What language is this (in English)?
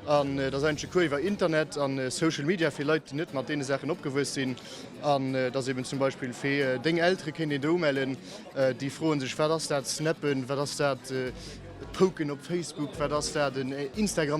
Luxembourgish